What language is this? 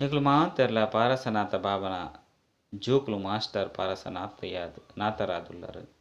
Tulu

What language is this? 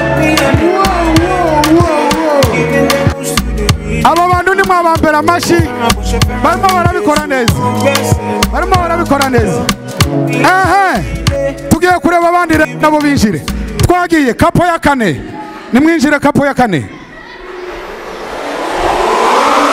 Kinyarwanda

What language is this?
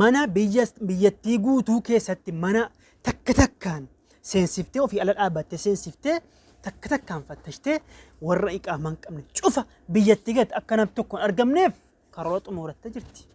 Oromo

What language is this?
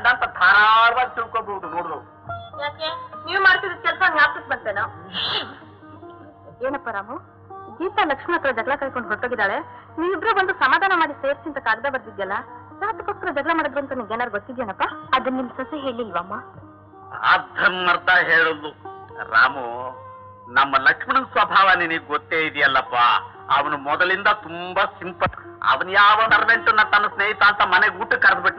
Kannada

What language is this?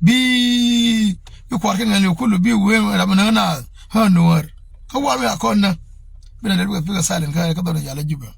Nuer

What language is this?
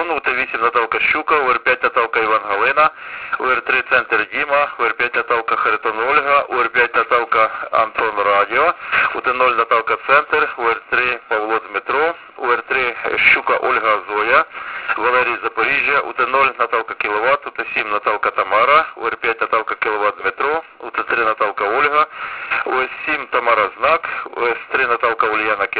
Ukrainian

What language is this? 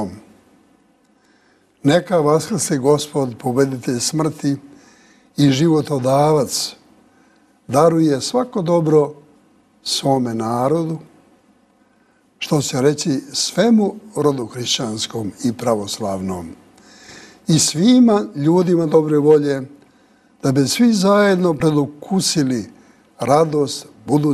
Serbian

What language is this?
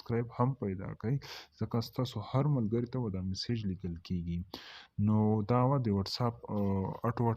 Pashto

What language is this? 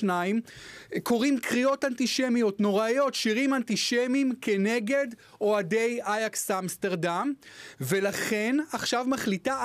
Hebrew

